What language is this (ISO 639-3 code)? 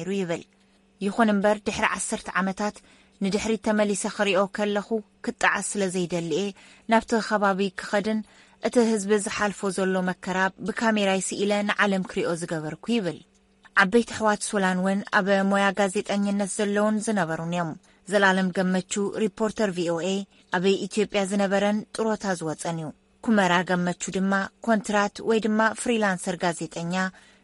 tir